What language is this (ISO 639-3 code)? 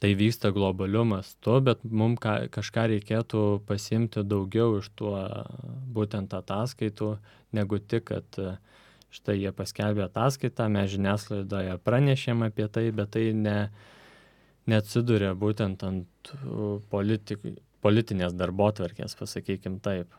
lit